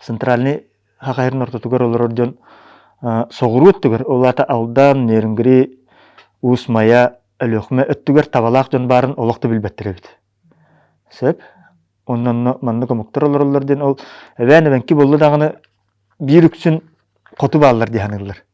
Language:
Yakut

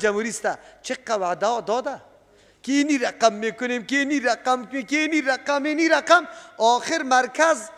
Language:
Persian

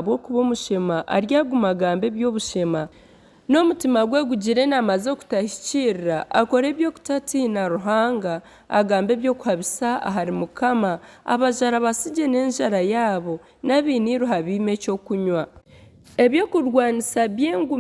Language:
Nyankole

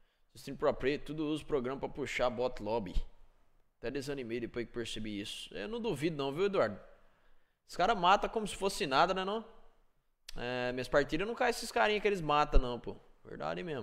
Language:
Portuguese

